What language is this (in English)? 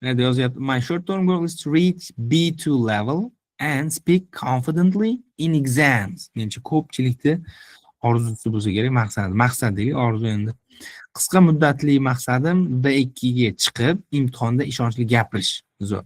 Uzbek